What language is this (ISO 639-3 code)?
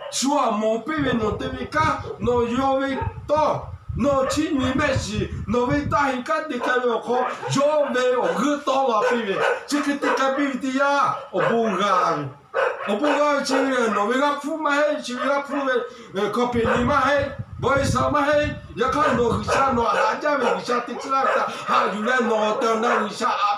lhu